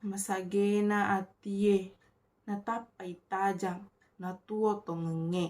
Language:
Buginese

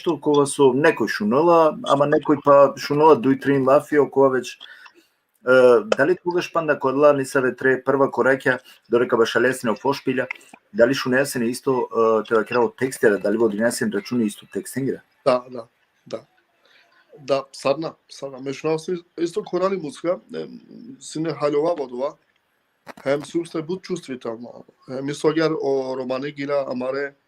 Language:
Balkan Romani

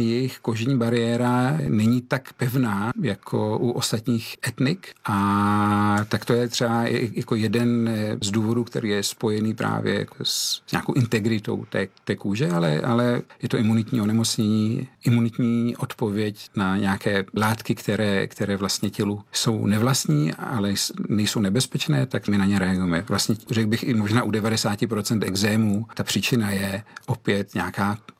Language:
Czech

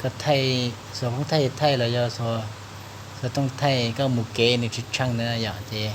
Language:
Hmong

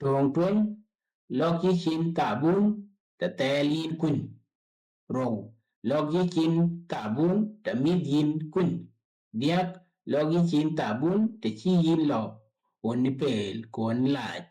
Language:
Dinka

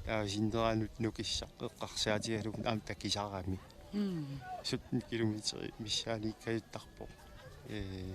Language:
Kalaallisut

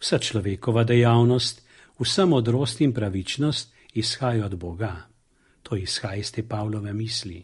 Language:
Slovenian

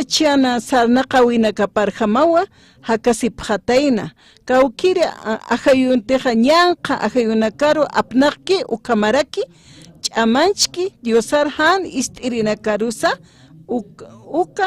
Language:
Aymara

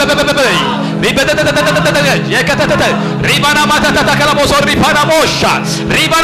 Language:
Tigrinya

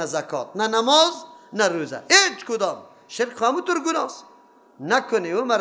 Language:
Persian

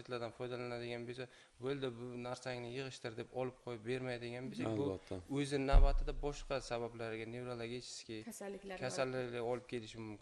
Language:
Uzbek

